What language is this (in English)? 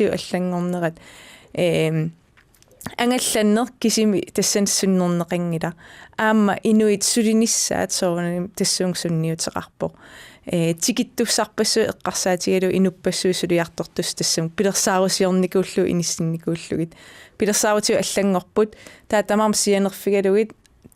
Kalaallisut